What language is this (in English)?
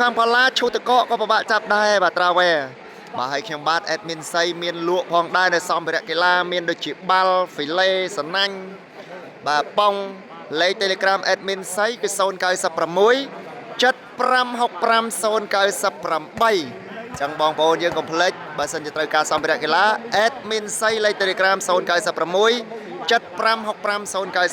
Khmer